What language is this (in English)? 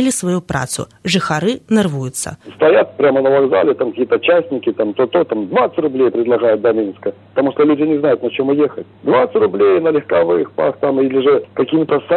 Belarusian